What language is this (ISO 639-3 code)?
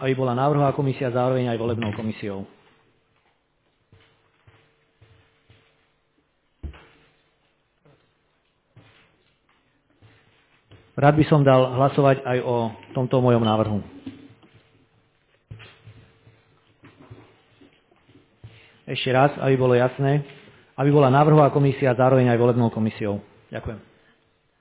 slk